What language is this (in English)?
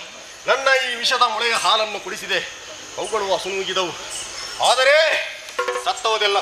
Kannada